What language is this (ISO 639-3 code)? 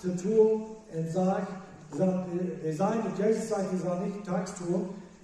pdt